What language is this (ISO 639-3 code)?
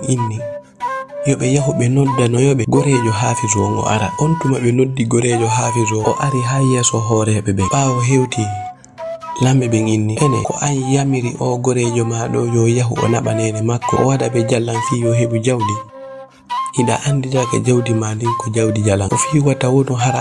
ful